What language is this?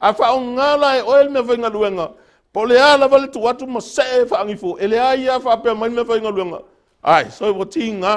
Samoan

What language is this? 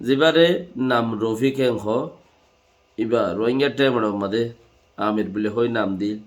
Rohingya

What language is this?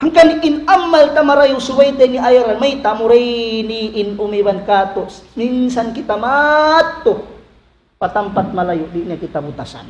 Tausug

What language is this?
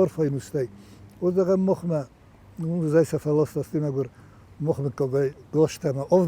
Ossetic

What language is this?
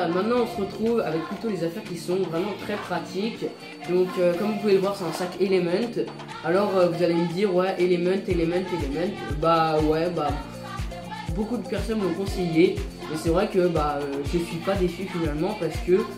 French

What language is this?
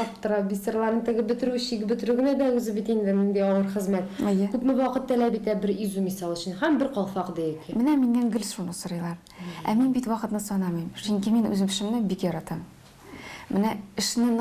Tatar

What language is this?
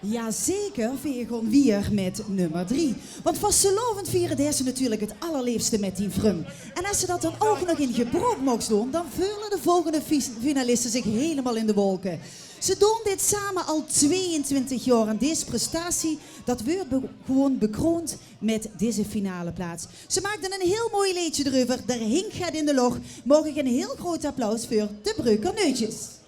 Limburgish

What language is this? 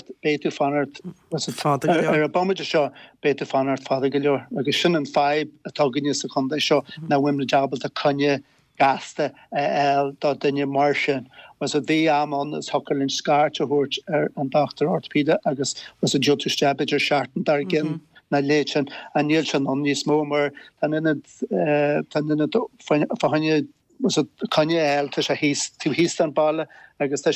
Irish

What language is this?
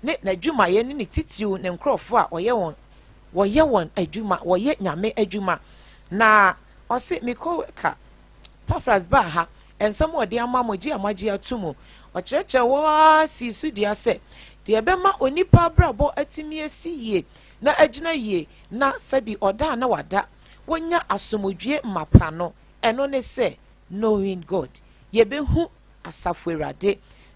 Akan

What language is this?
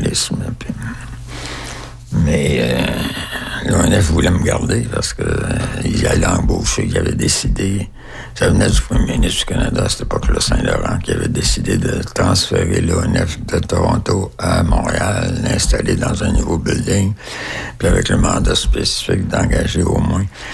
French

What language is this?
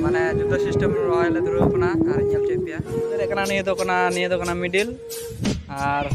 Santali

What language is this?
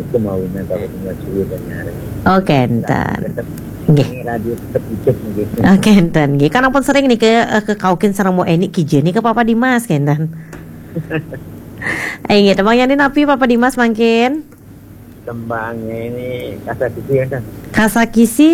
Balinese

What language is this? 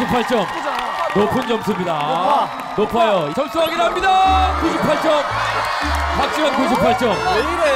Korean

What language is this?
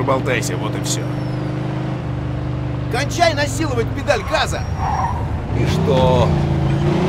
Russian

